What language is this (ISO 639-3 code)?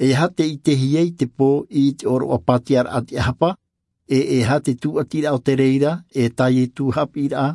tah